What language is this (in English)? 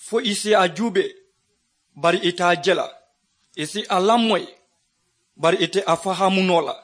Mandingo